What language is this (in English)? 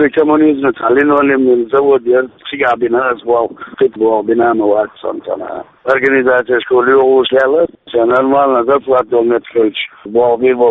Chechen